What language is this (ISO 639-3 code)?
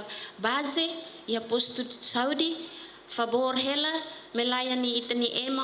tet